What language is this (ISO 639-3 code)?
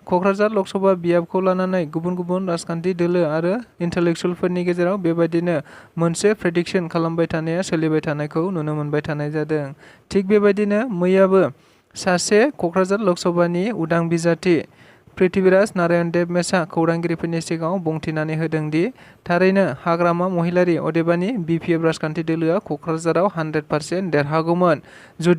brx